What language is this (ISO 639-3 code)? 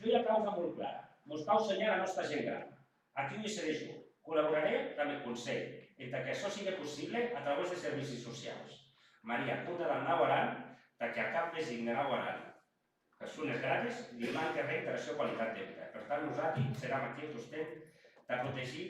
oci